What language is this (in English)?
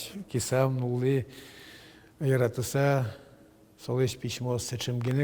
Udmurt